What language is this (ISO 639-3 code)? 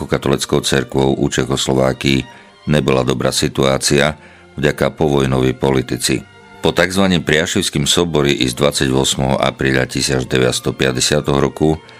rue